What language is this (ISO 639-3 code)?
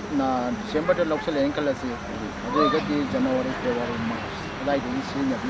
mni